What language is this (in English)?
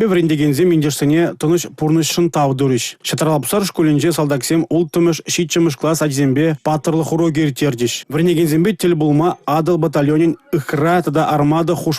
Chuvash